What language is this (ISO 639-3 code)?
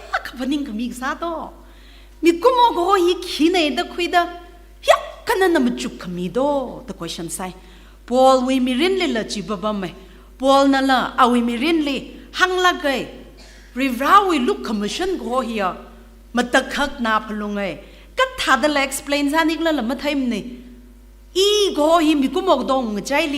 nmf